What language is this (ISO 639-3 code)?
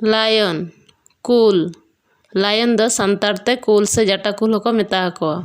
sat